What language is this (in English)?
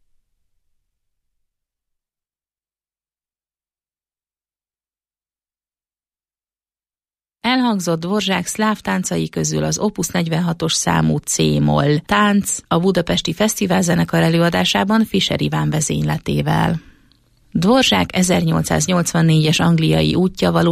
Hungarian